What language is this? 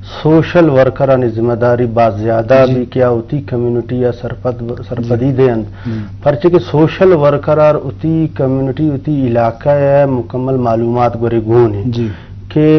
Eastern Balochi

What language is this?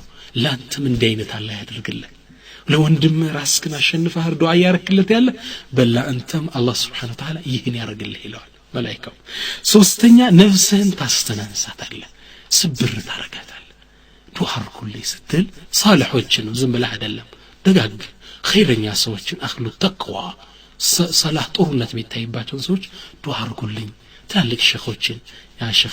Amharic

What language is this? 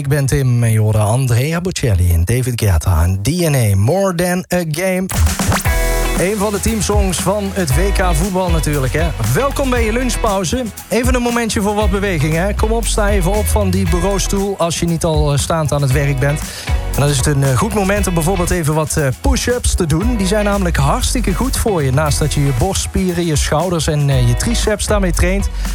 Dutch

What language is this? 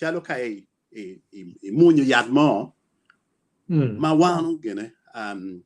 Acoli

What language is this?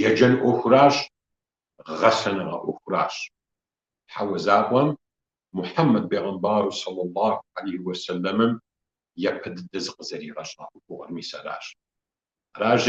Kabardian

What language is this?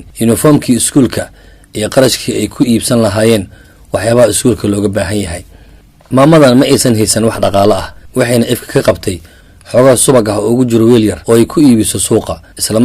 Somali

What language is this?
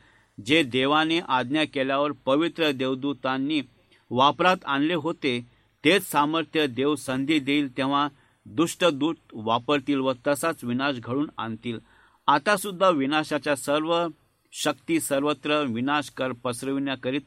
Marathi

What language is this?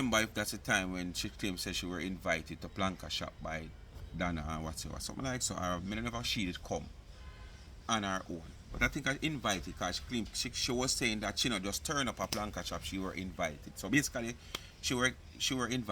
Jamaican Creole English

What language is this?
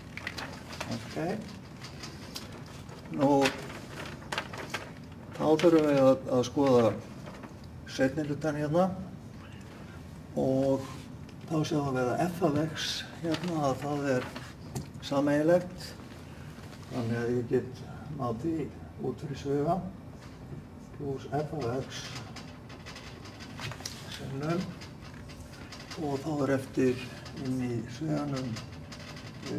Icelandic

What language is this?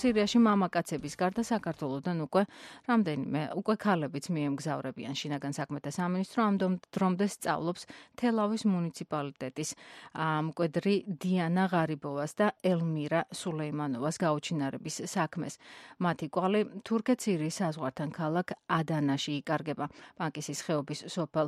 Georgian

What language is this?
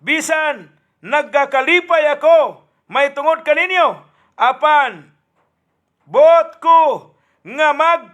Cebuano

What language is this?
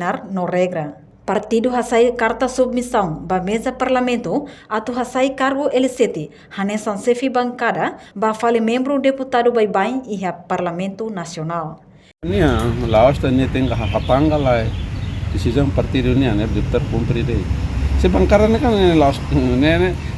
Tetum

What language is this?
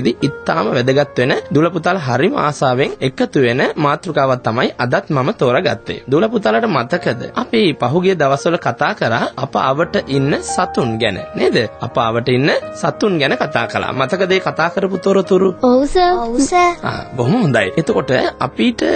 Sinhala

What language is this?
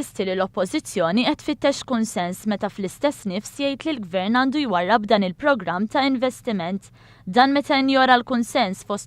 Maltese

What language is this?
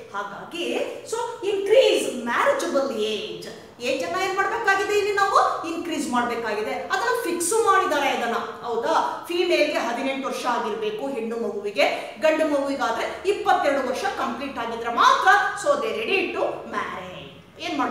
Kannada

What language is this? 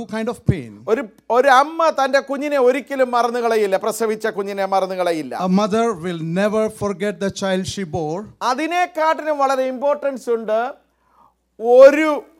Malayalam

